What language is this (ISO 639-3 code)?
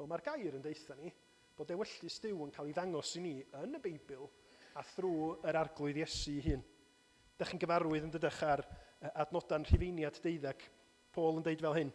cym